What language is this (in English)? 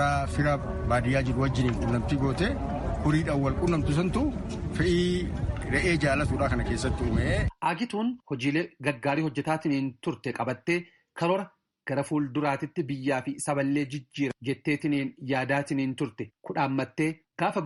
Oromo